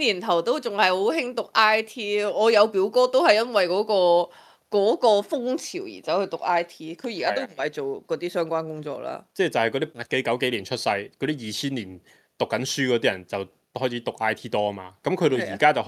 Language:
Cantonese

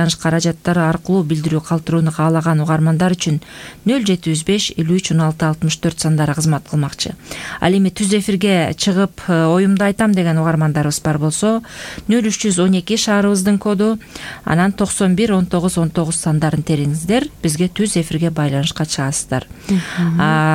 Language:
Kyrgyz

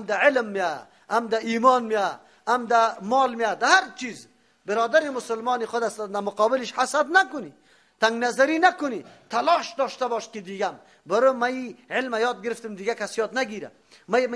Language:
Persian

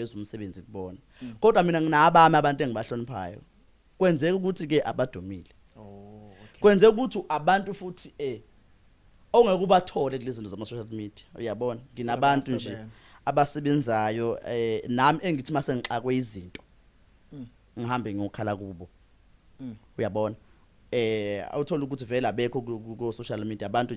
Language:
Zulu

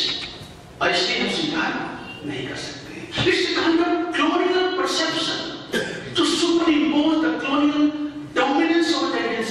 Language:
Hindi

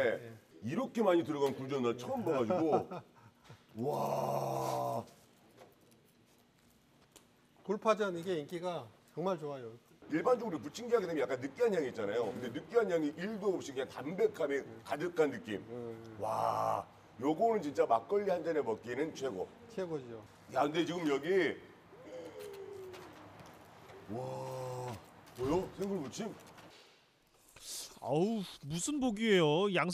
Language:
Korean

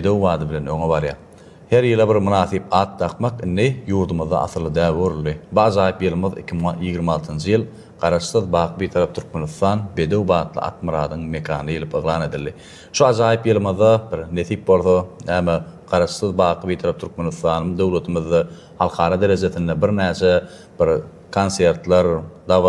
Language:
Turkmen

